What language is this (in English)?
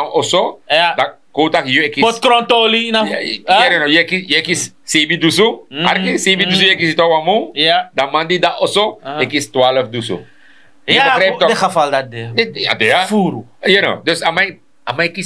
Sranan Tongo